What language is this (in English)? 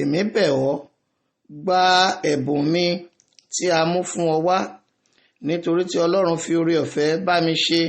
Yoruba